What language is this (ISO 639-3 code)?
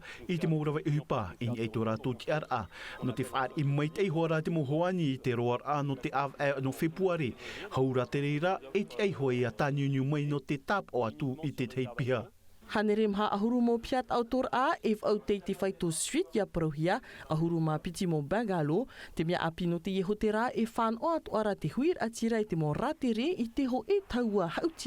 tah